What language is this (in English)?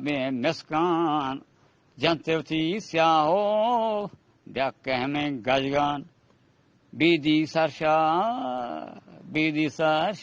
Eastern Balochi